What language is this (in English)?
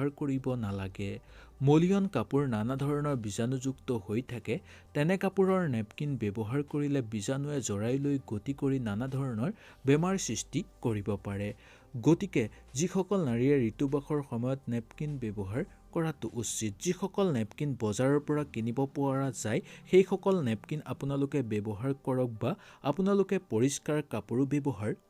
Assamese